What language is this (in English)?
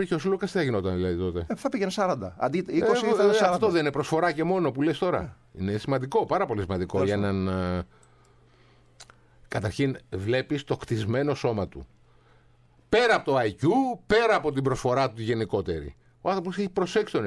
Greek